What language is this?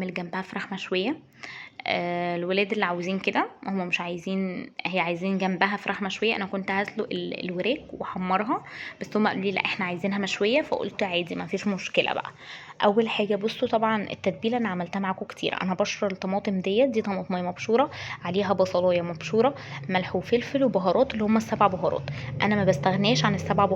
Egyptian Arabic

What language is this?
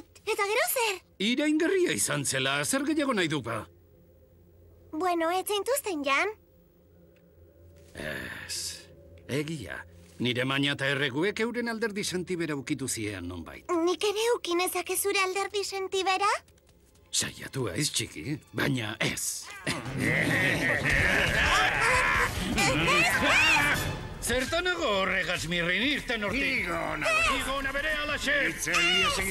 Basque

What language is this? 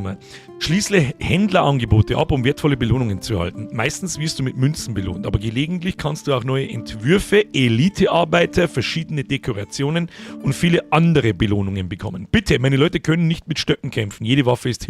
Bavarian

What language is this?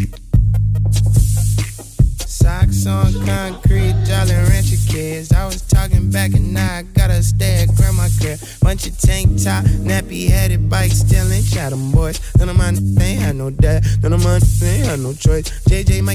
English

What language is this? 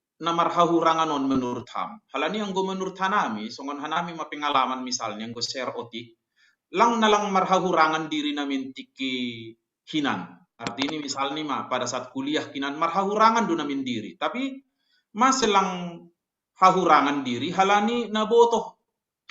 Batak Simalungun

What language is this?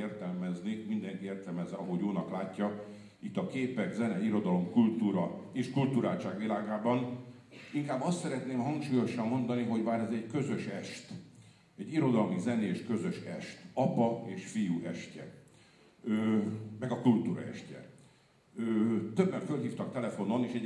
Hungarian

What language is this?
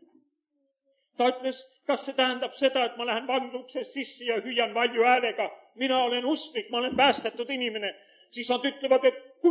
Estonian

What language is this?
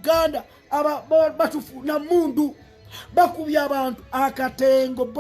Ganda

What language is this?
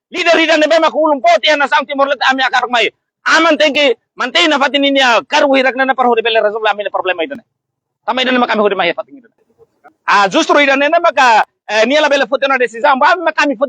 Tetum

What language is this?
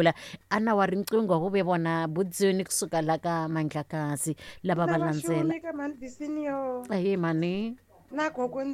Tsonga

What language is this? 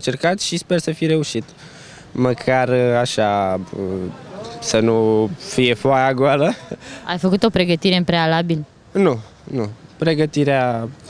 Romanian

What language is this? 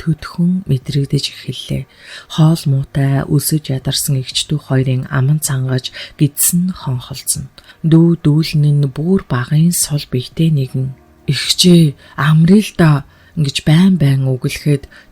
Mongolian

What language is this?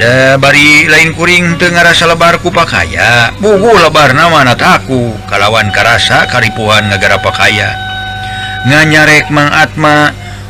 Sundanese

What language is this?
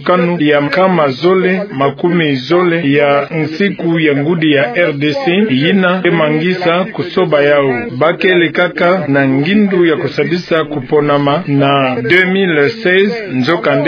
Kituba (Democratic Republic of Congo)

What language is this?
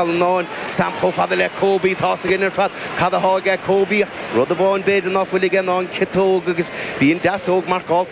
Irish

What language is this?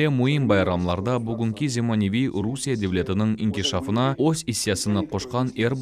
Crimean Tatar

